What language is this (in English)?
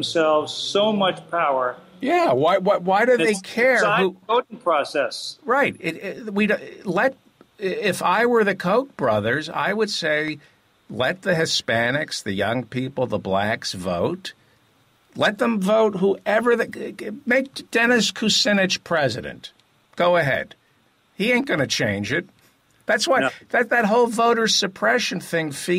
English